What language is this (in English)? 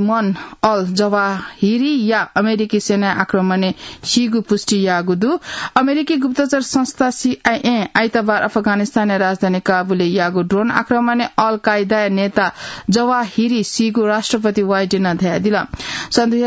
Newari